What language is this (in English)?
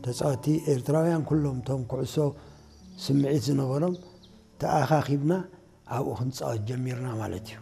Tigrinya